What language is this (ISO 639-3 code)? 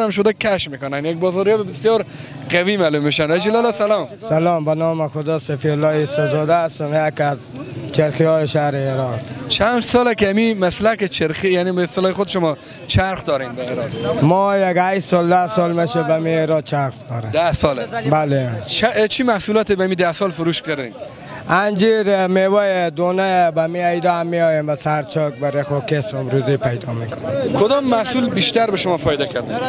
fas